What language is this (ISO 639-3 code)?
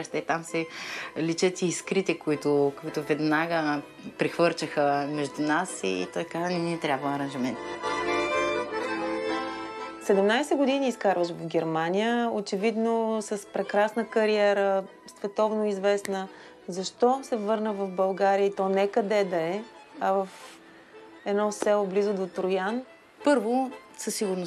bul